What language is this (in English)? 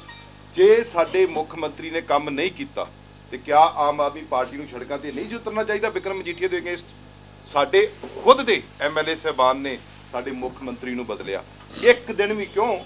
Punjabi